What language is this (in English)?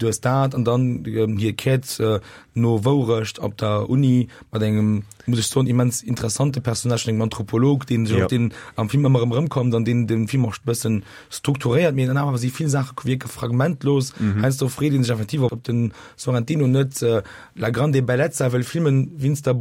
Luxembourgish